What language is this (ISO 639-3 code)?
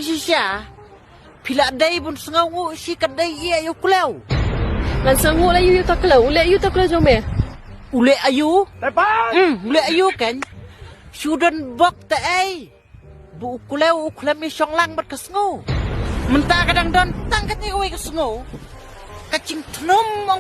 kha